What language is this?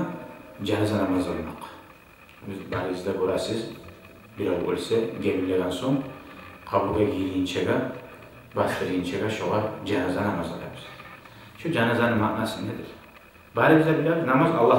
Kumyk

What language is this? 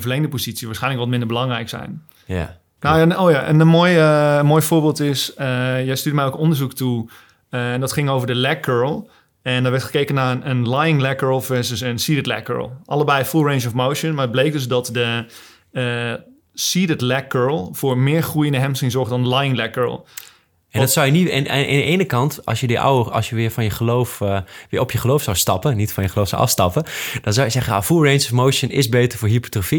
Dutch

